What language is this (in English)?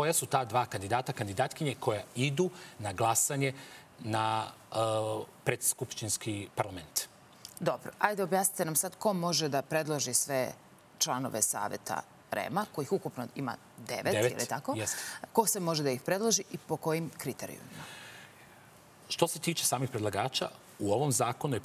Serbian